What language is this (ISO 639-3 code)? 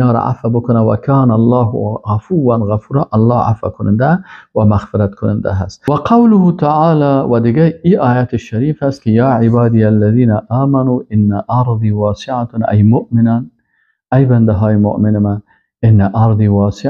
fas